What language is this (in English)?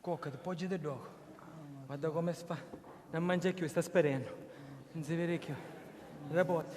Sicilian